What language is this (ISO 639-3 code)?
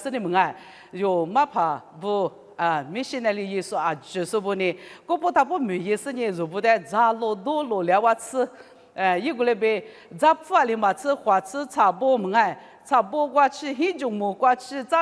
lis